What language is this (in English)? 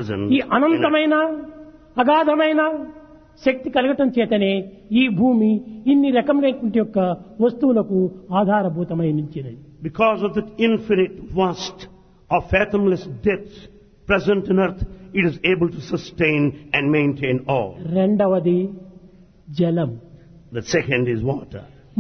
Telugu